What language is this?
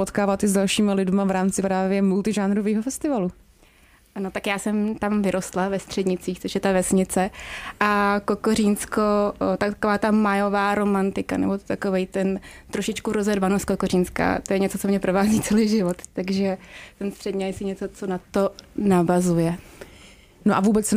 Czech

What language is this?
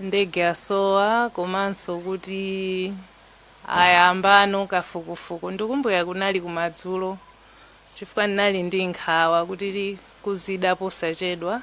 Nyanja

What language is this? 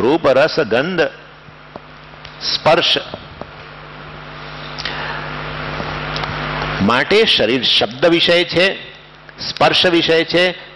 Gujarati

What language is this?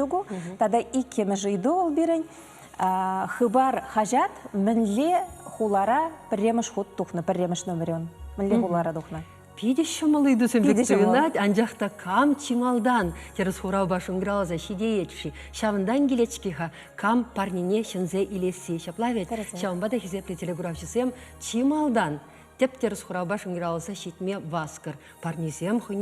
Chuvash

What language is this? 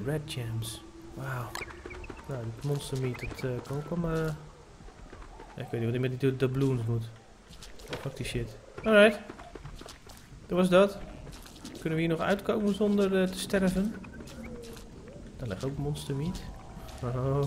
Dutch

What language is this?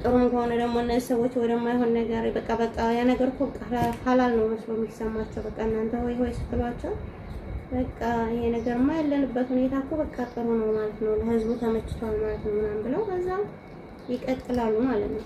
Amharic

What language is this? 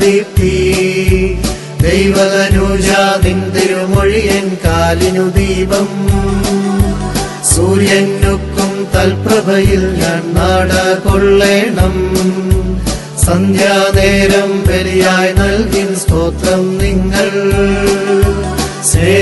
Malayalam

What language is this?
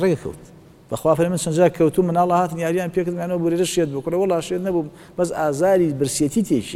Central Kurdish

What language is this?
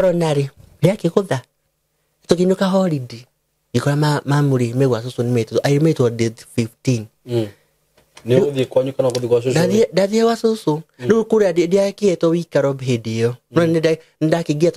Kikuyu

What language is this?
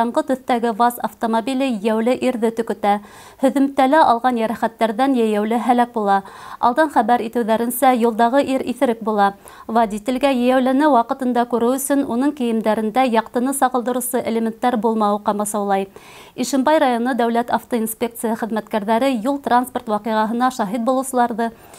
Bashkir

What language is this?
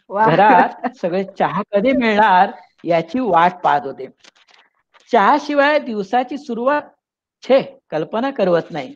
Marathi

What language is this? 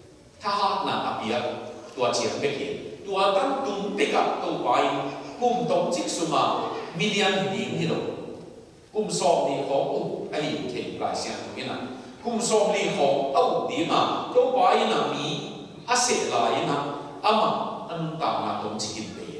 Tedim Chin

